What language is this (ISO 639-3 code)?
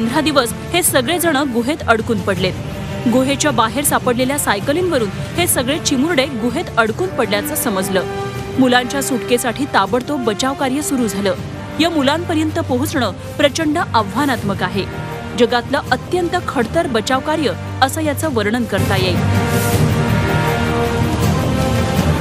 mar